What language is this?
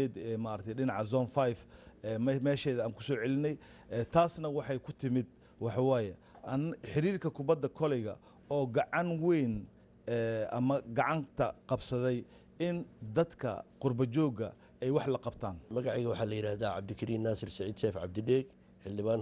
Somali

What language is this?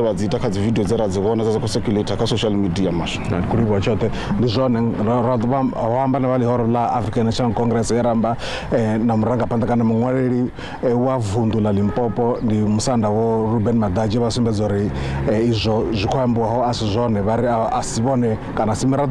Venda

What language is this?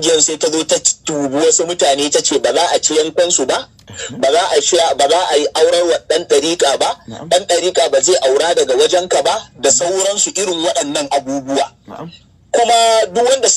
Hausa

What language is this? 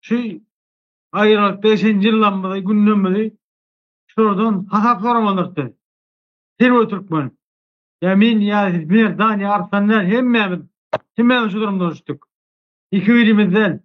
Turkmen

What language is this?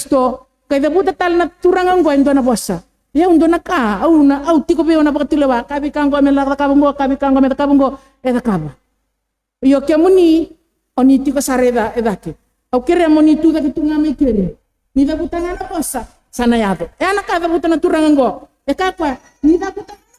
Fijian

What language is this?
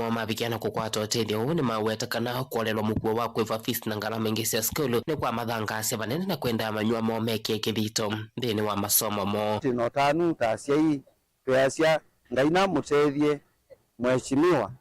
Kamba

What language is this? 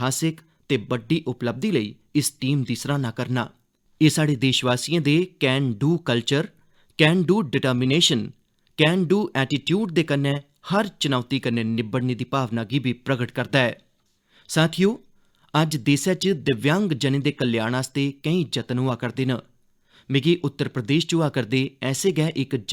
Dogri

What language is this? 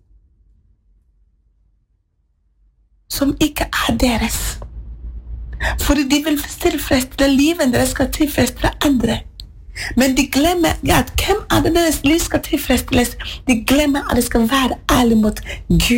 Norwegian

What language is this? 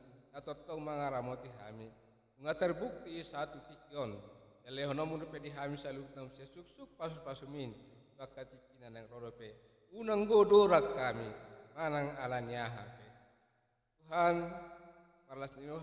Batak Toba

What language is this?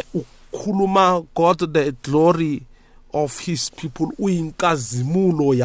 South Ndebele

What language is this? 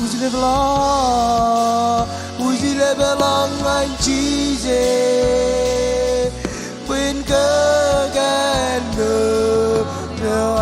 Marshallese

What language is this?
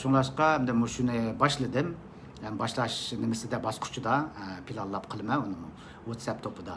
Uyghur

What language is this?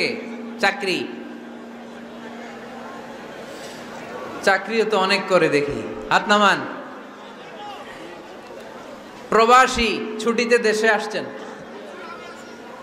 Bangla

